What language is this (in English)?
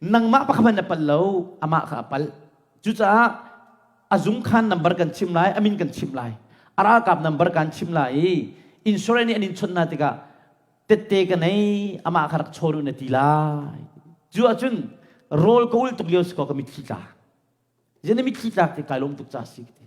Hakha Chin